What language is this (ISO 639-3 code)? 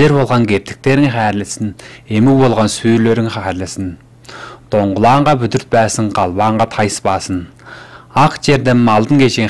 tyv